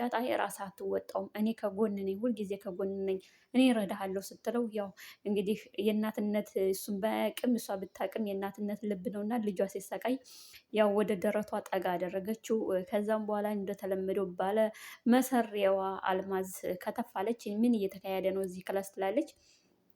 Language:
Amharic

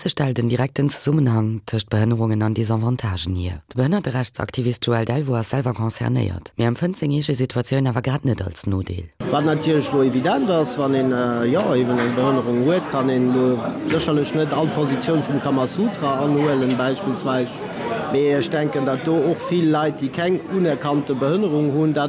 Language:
Luxembourgish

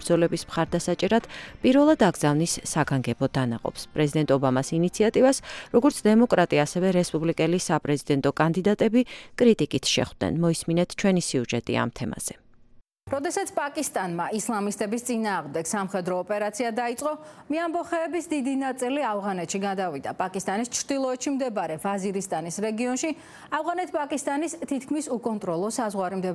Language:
Georgian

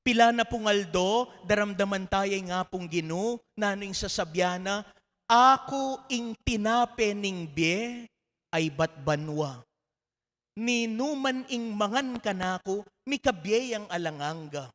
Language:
Pampanga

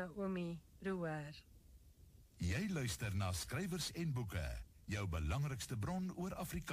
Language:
Afrikaans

